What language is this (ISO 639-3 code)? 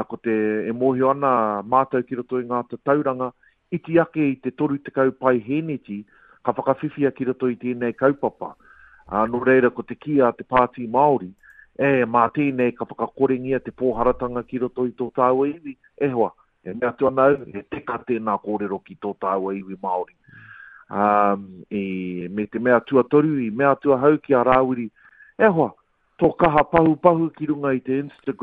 mri